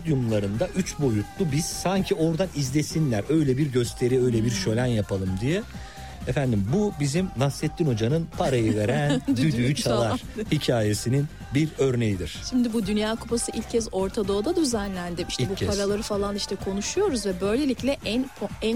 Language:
Turkish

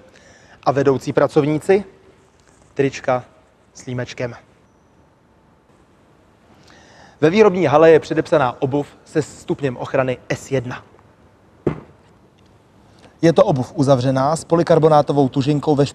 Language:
Czech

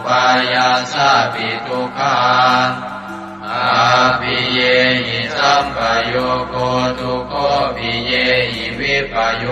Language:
Pali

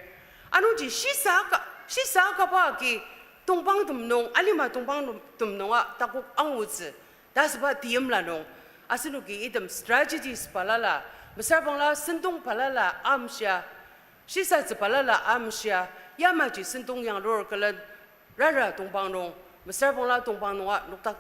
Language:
Ao Naga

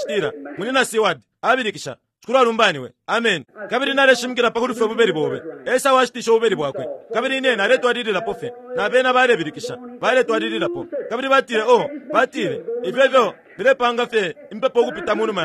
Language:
Bemba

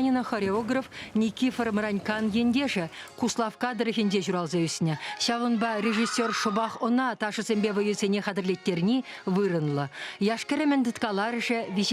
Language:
Chuvash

